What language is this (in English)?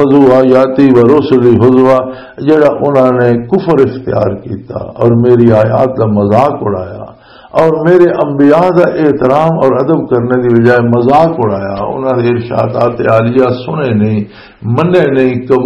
Western Panjabi